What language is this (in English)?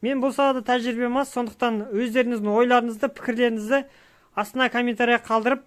Kazakh